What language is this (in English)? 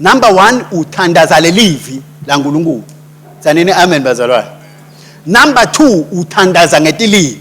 Swati